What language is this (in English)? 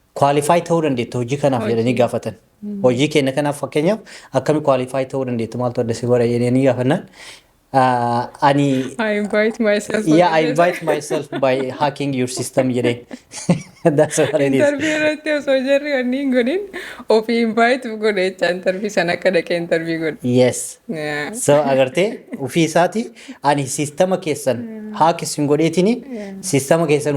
Oromo